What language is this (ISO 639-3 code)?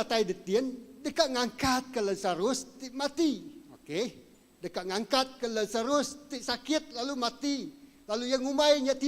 iba